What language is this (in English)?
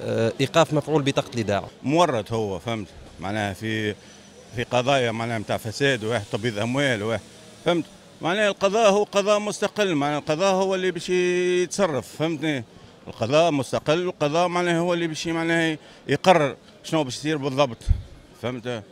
Tunisian Arabic